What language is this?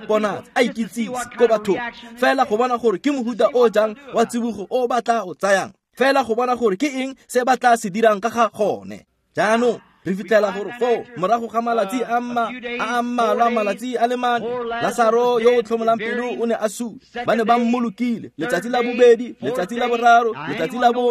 Tswana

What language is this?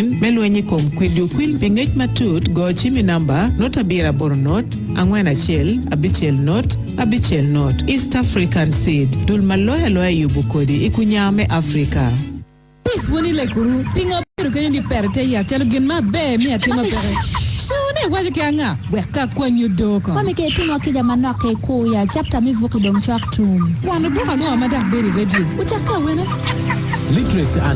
Acoli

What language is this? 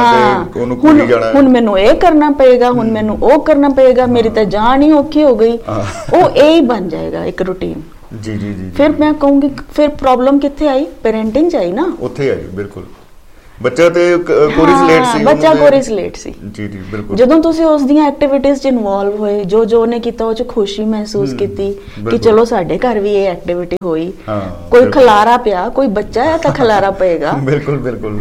Punjabi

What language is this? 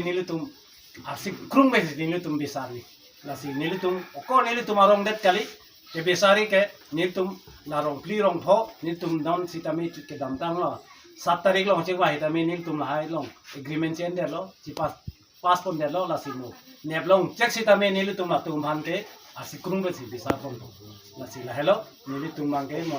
Karbi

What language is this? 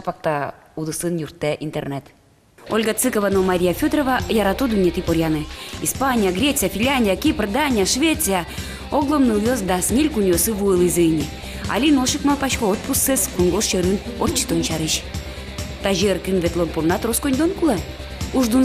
Udmurt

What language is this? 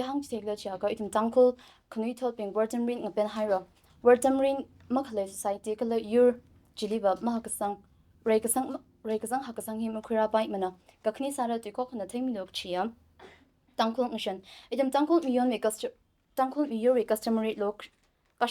Tangkhul Naga (India)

